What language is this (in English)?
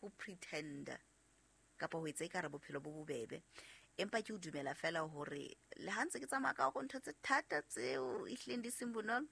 Southern Sotho